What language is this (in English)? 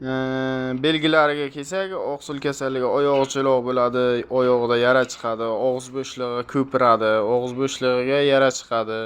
Uzbek